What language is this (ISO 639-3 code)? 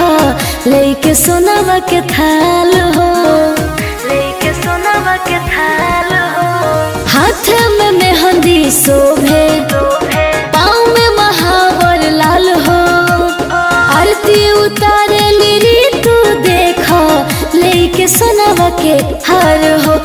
bho